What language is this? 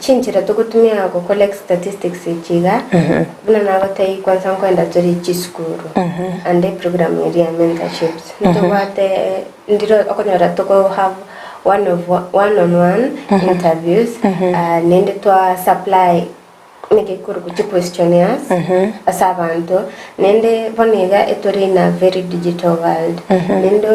Gusii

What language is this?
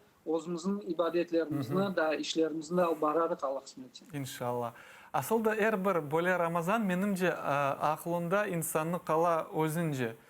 Crimean Tatar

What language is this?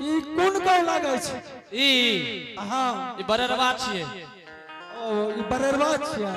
Angika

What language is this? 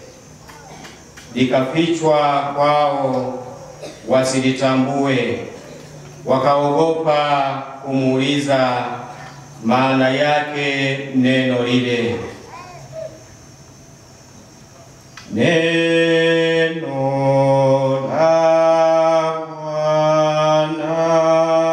Swahili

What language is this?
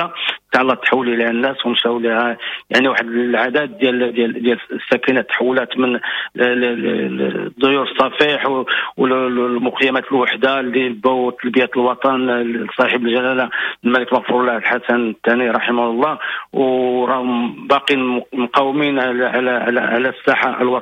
Moroccan Arabic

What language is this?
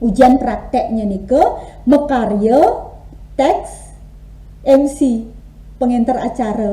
Balinese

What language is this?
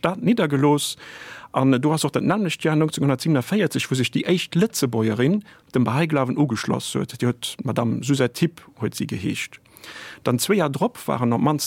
Luxembourgish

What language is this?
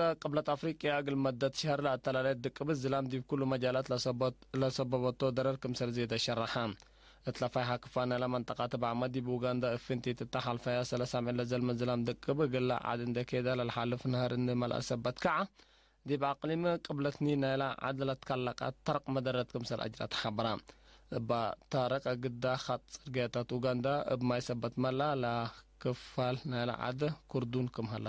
Tigre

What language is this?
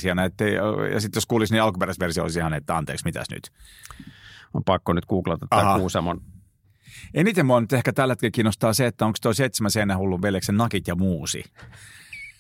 Finnish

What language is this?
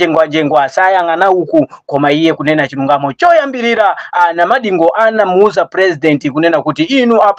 Nyanja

